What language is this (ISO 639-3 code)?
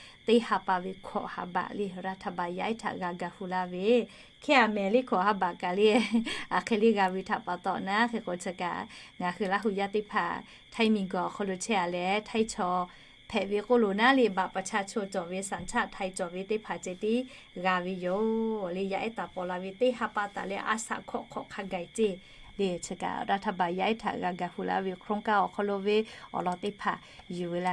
lhu